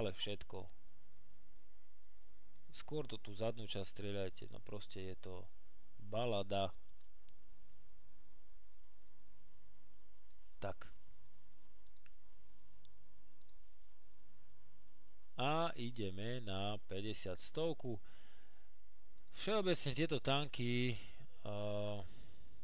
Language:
Slovak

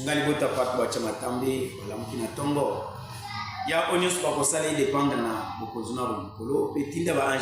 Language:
Lingala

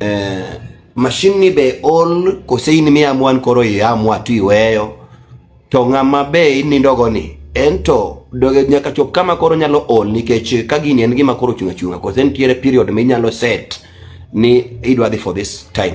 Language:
Luo (Kenya and Tanzania)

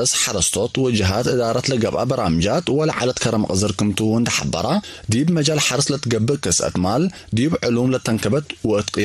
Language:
Tigre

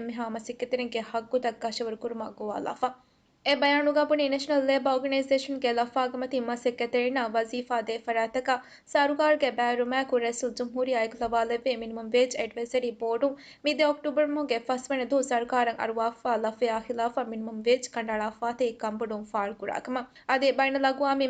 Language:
Divehi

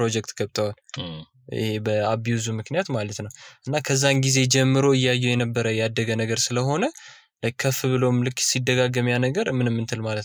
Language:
Amharic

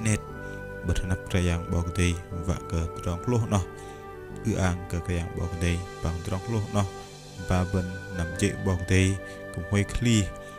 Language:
Bahnar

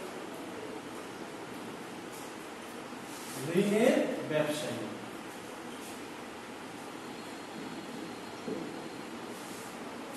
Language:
Bangla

